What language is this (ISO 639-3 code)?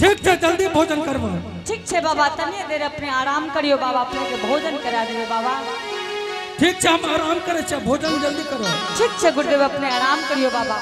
anp